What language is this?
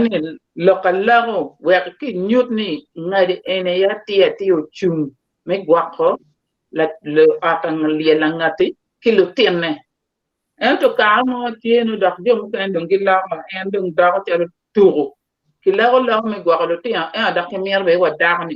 Acoli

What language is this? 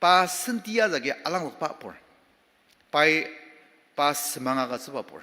Ao Naga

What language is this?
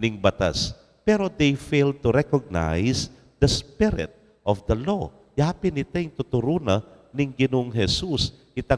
Pampanga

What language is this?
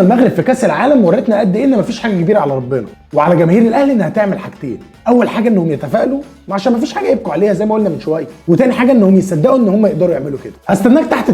Egyptian Arabic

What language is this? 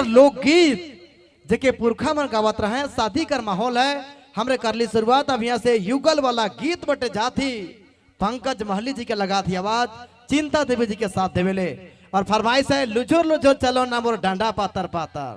Sadri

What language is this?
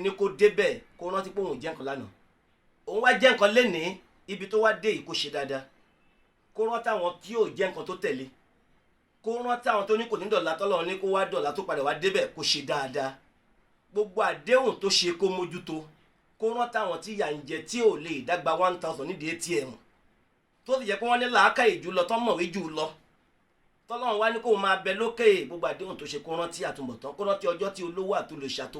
Yoruba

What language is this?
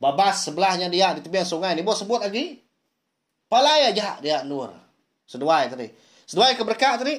Iban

